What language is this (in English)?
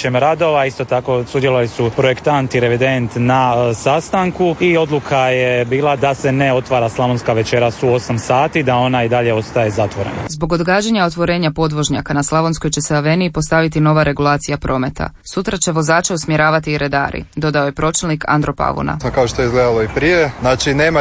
Croatian